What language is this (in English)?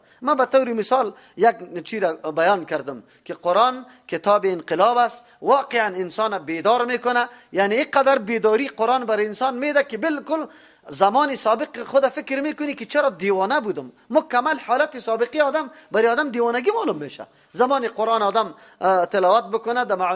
Persian